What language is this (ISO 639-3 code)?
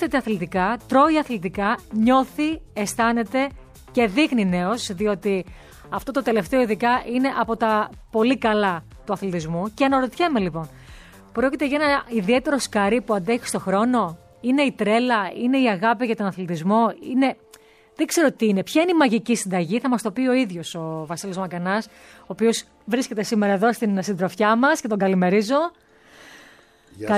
ell